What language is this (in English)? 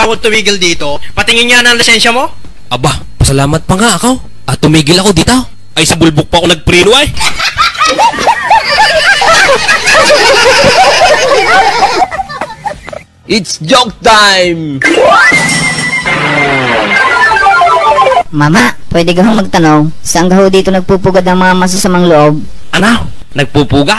Filipino